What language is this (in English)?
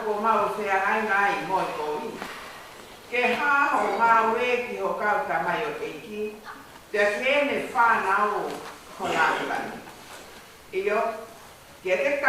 Tongan